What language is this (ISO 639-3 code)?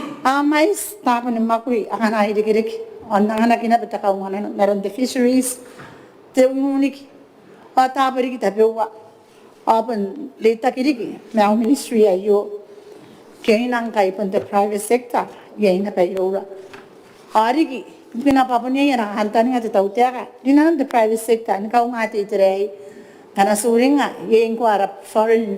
gil